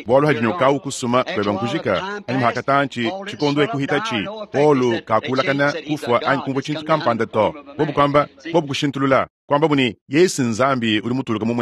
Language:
Luba-Lulua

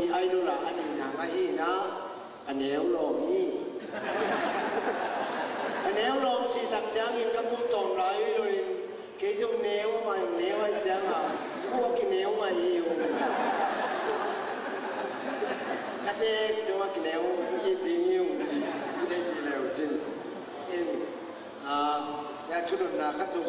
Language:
Vietnamese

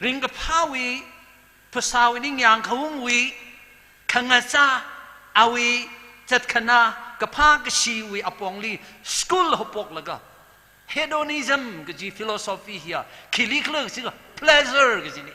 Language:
Tangkhul Naga (India)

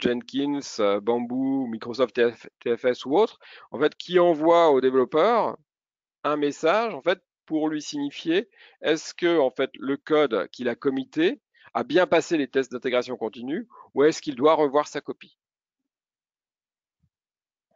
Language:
French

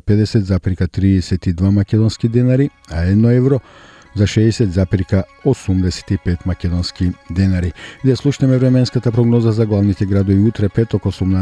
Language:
Macedonian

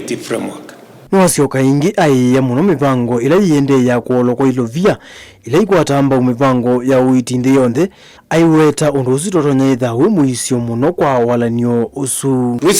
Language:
Kamba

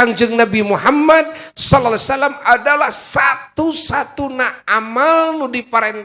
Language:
Sundanese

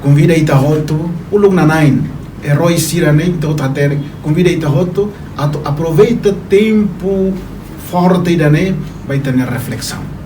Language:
Tetum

